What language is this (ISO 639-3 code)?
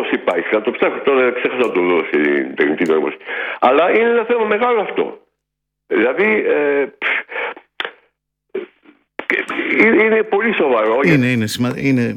ell